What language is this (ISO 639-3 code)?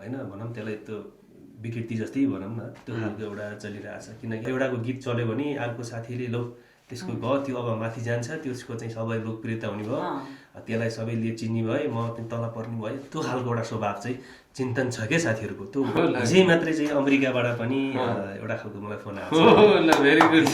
nep